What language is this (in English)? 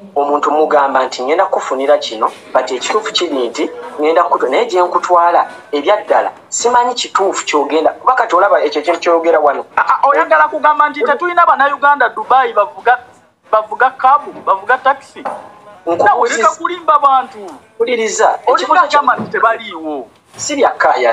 Ganda